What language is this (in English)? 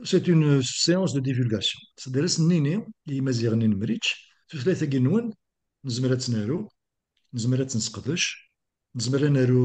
Kabyle